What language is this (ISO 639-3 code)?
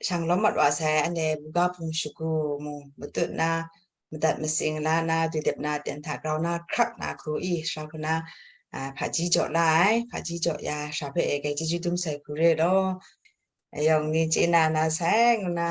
kac